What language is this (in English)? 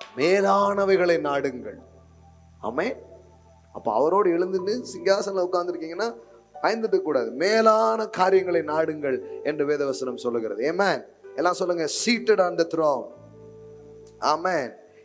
Tamil